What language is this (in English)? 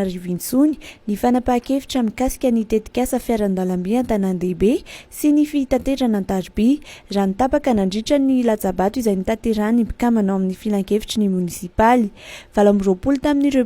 Malagasy